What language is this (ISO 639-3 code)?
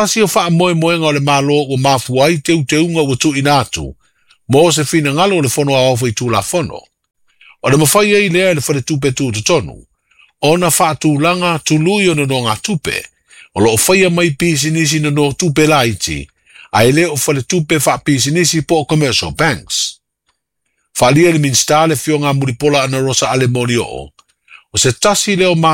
smo